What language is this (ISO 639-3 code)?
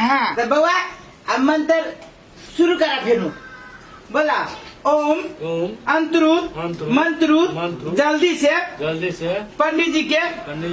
mai